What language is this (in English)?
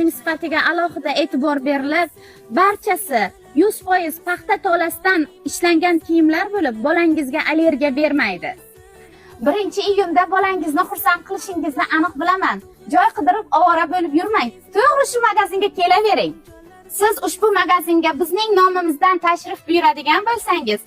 Uzbek